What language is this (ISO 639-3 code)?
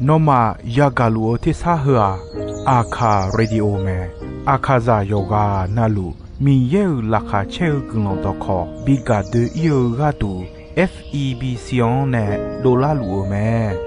ahk